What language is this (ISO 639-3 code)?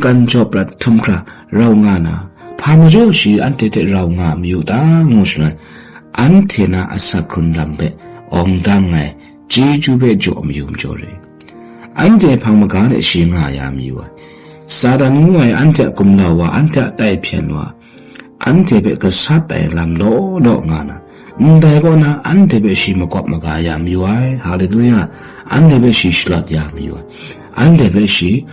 kac